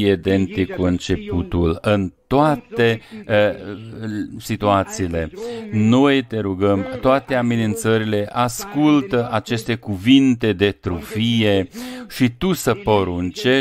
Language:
Romanian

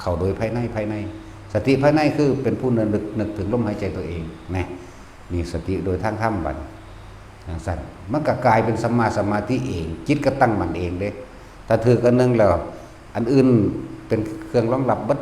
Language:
Northeastern Thai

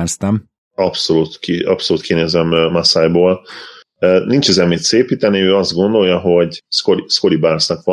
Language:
Hungarian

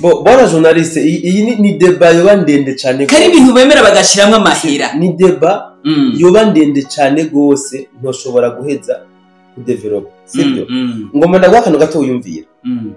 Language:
Rundi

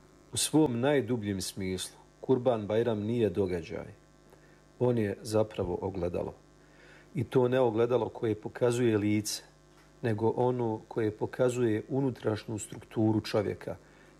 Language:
Bosnian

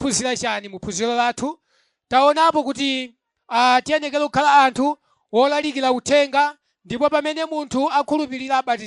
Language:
Nyanja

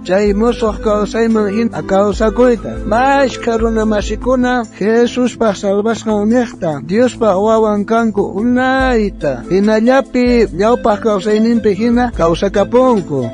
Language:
South Bolivian Quechua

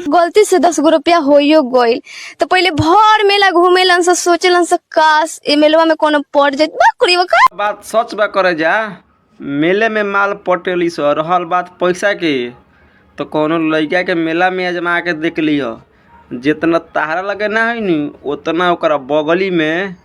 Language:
Bhojpuri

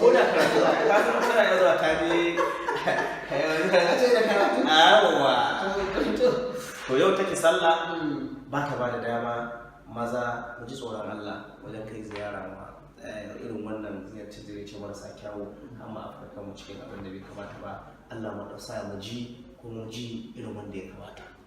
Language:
Hausa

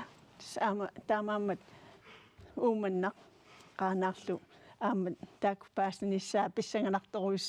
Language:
Kalaallisut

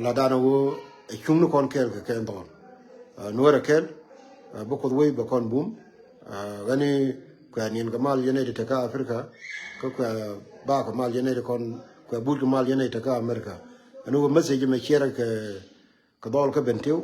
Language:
Nuer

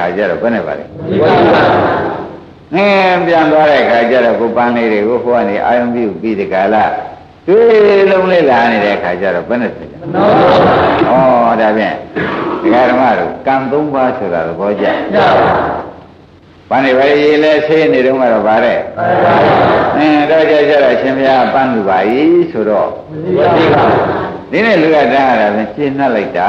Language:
Burmese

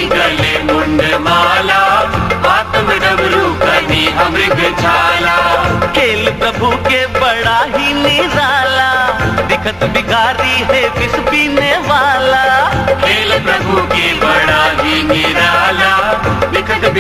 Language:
Chhattisgarhi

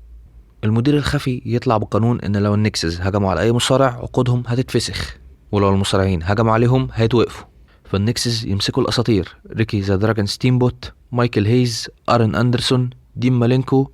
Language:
Egyptian Arabic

